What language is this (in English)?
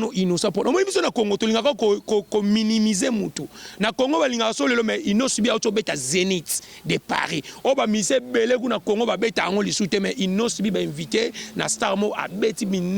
Lingala